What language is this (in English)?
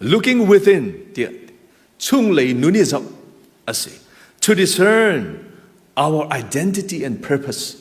Hakha Chin